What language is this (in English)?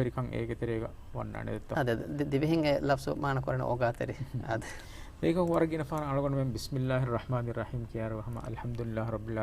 Divehi